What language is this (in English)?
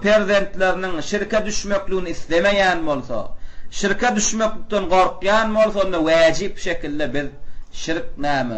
Turkmen